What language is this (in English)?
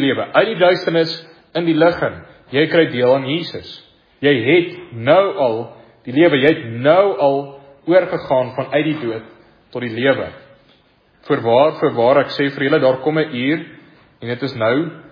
Afrikaans